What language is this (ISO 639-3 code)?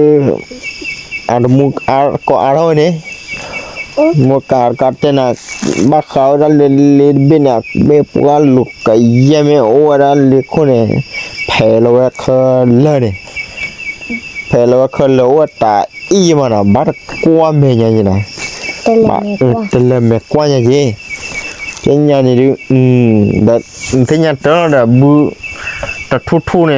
ksw